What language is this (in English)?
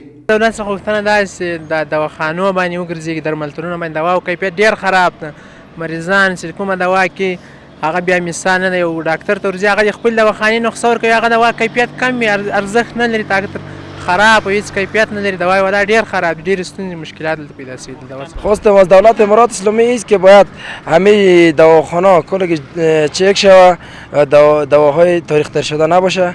Pashto